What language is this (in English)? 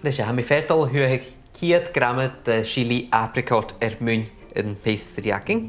Scottish Gaelic